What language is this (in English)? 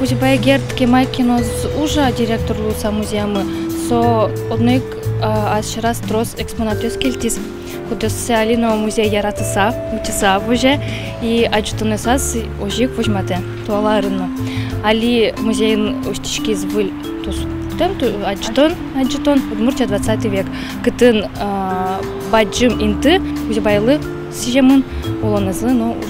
Udmurt